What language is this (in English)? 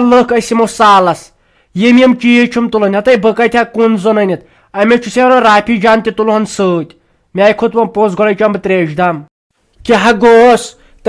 Kashmiri